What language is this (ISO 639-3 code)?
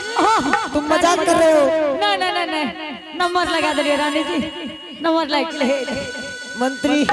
anp